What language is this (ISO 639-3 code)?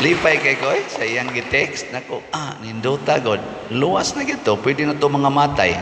ceb